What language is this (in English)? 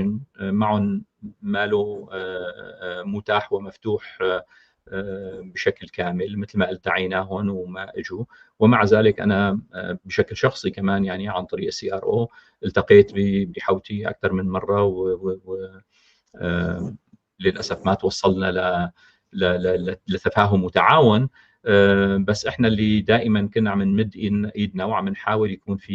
North Levantine Arabic